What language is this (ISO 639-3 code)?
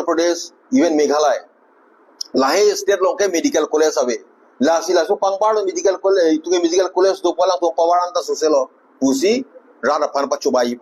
mjw